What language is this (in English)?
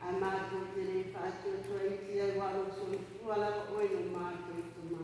Samoan